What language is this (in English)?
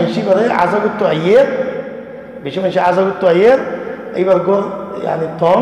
Rohingya